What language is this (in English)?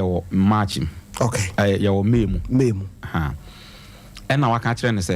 Akan